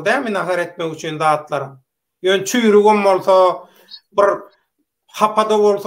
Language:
Turkmen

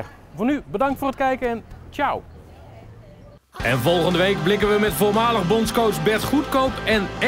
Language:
Dutch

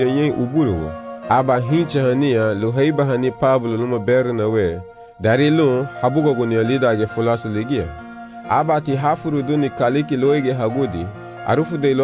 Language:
Garifuna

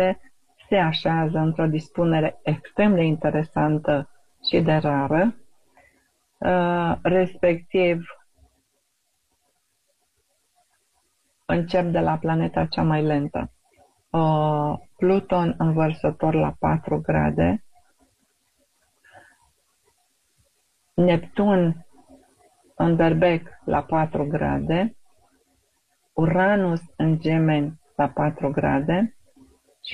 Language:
Romanian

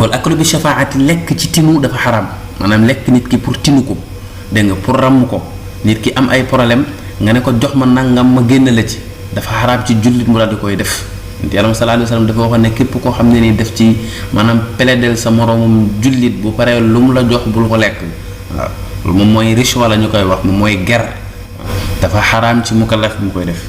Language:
Wolof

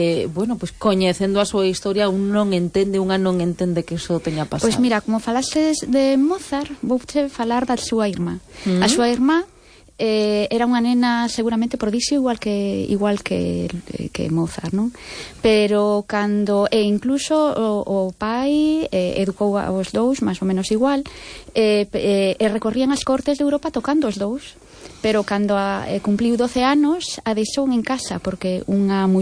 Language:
Galician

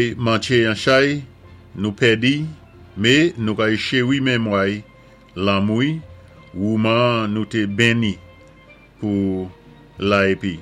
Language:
Saint Lucian Creole French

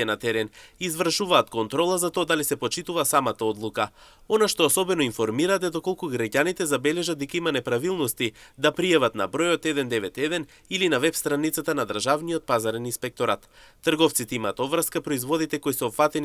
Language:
Macedonian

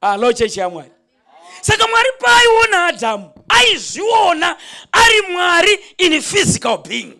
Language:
Shona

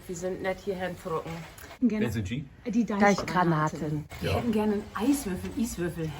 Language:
Low German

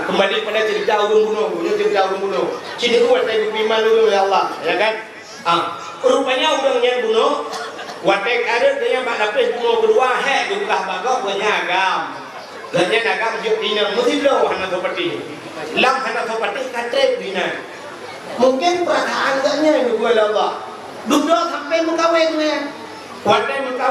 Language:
Achinese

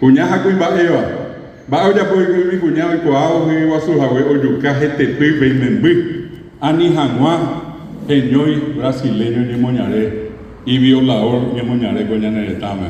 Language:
Guarani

